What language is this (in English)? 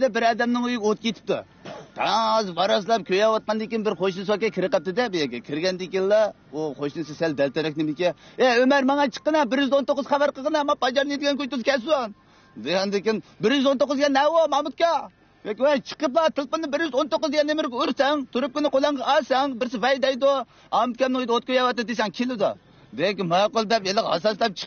Uyghur